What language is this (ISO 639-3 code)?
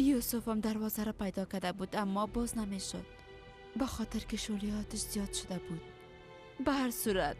fas